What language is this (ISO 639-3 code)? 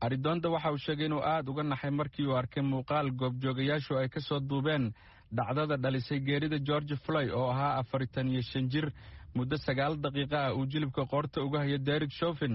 som